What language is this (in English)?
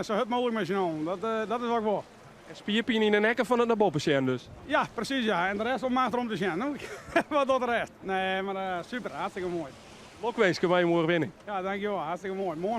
Western Frisian